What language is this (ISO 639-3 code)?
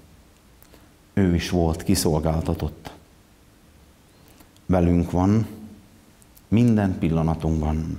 hun